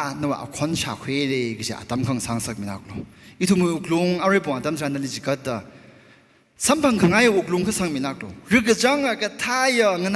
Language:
Tangkhul Naga (India)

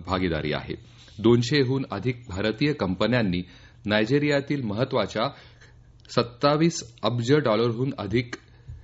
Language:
Marathi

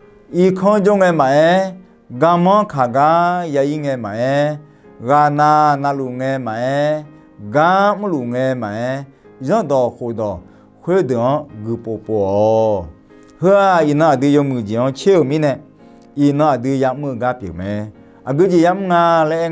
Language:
Akha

